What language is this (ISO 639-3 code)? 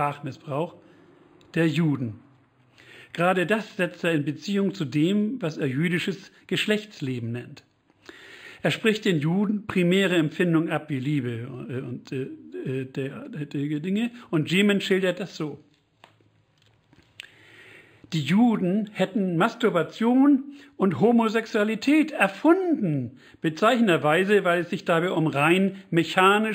deu